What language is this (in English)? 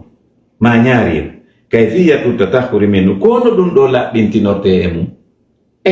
Fula